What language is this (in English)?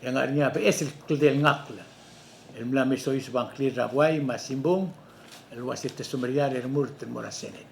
Palauan